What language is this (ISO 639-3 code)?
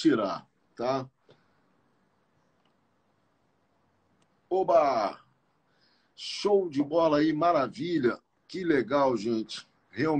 por